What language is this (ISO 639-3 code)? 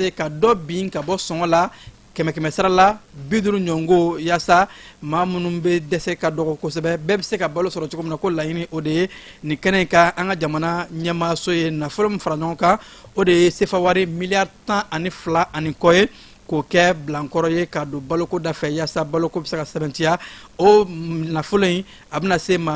bam